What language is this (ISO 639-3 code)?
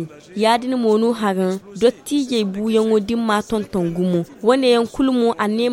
dje